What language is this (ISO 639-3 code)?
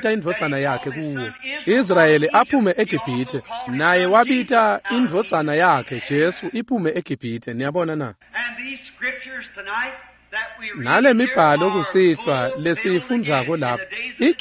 ssw